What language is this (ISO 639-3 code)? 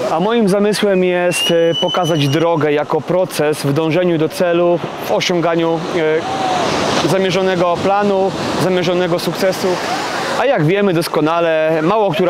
pol